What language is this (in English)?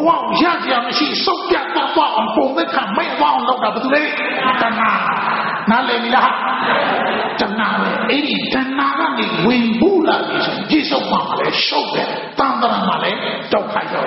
Burmese